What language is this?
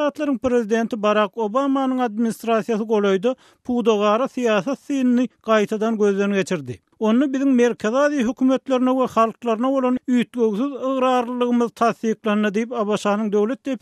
Turkmen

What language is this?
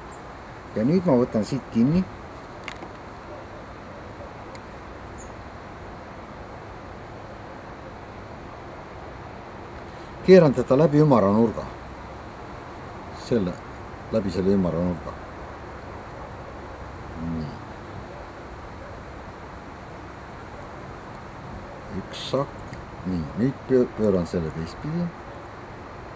Estonian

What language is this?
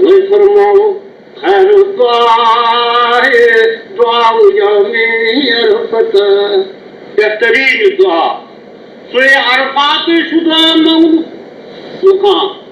Kashmiri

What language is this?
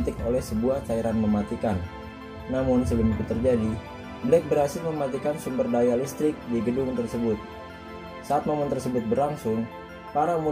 Indonesian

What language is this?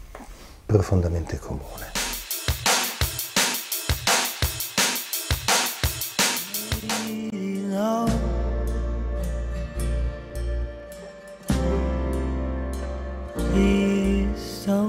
Italian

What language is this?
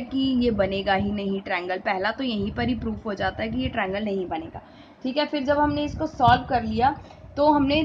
Hindi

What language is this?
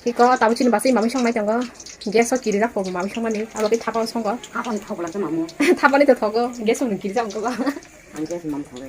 Kok Borok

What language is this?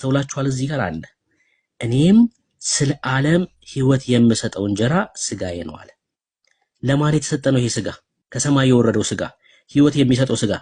Amharic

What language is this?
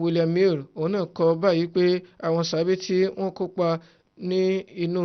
Yoruba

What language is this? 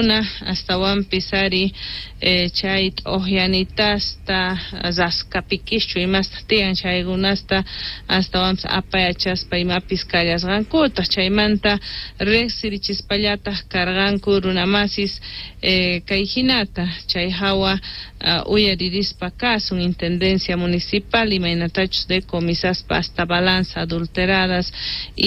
Quechua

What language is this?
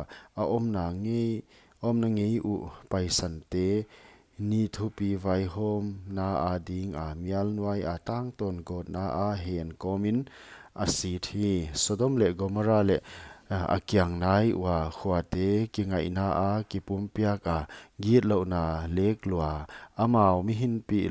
Paite Chin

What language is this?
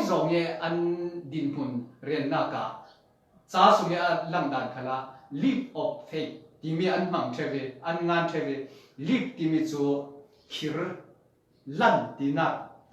Falam Chin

